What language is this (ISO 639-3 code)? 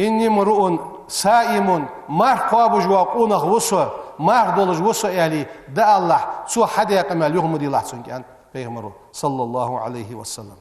inh